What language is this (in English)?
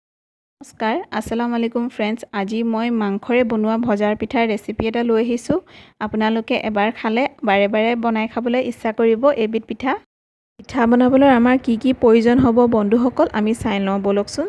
Assamese